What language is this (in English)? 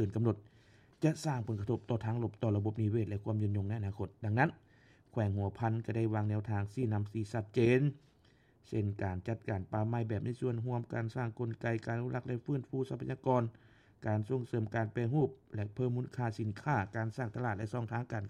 Lao